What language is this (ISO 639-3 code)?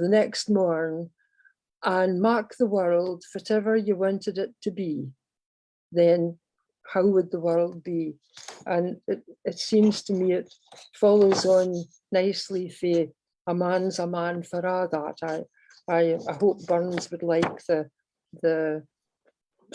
sco